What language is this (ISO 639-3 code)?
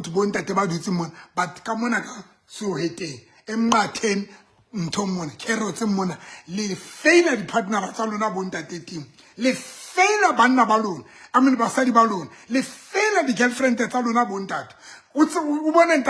sot